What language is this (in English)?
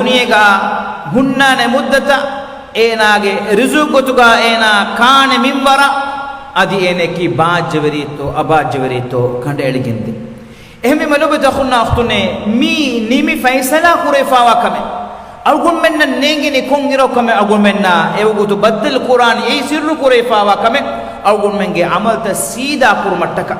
Divehi